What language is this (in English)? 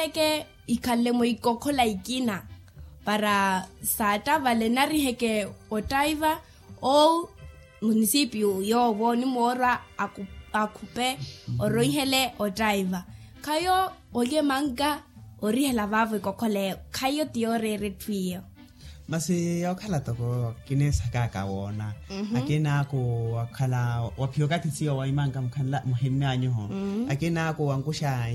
Makhuwa